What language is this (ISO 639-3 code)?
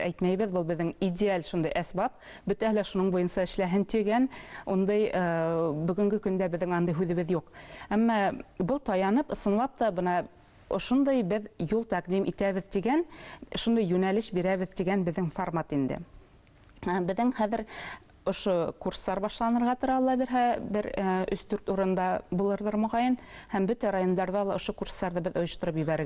bak